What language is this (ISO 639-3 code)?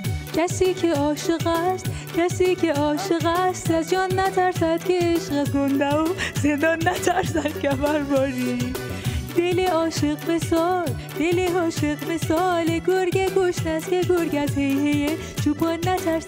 fas